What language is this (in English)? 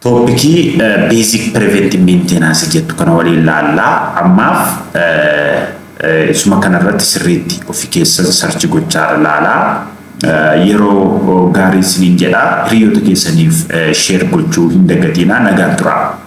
Oromo